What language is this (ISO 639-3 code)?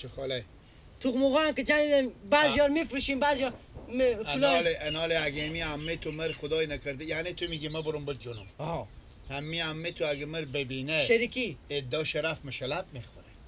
fas